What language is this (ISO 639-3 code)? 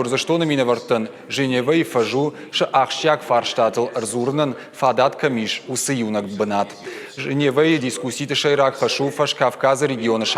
oss